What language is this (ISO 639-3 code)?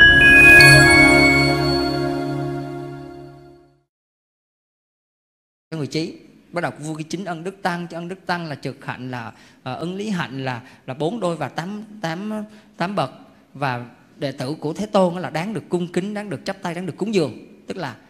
vie